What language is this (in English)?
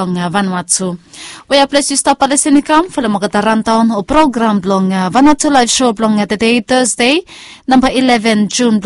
Bislama